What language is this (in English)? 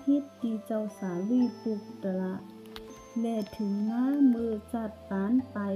Shan